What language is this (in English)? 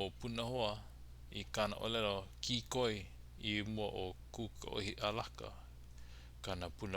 Hawaiian